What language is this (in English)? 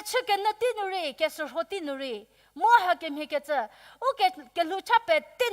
Angami Naga